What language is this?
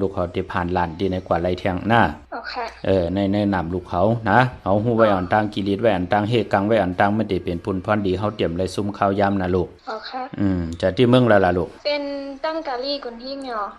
Shan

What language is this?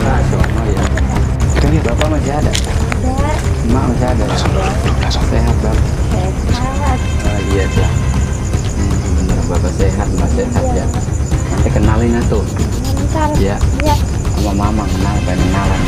Betawi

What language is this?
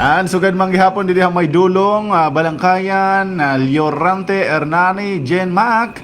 Waray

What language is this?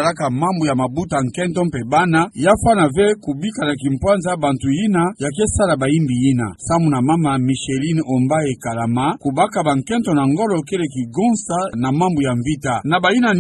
Kituba (Democratic Republic of Congo)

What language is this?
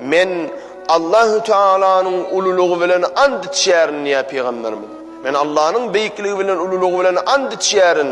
Turkmen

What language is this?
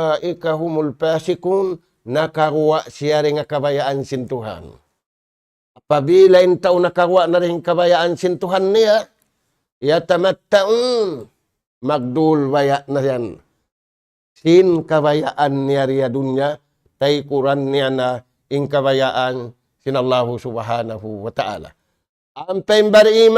Tausug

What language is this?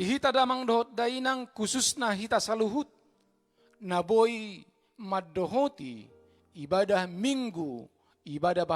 Batak Toba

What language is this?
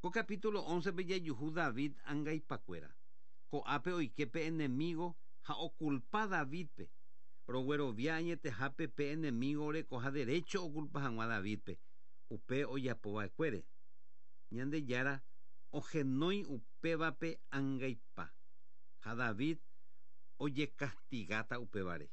Guarani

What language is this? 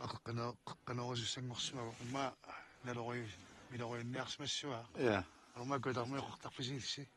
Kalaallisut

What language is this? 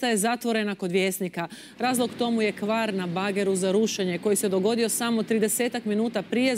Croatian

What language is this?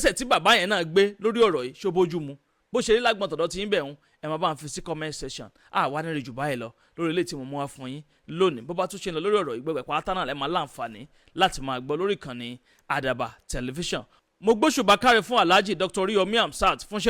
Yoruba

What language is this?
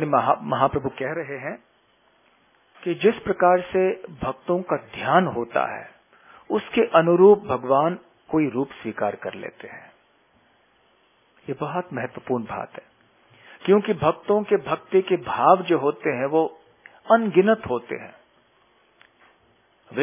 Hindi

